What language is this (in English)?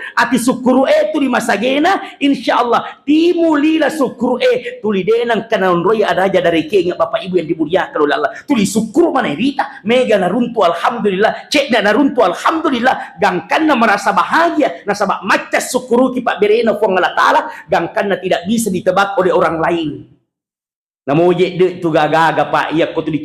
Buginese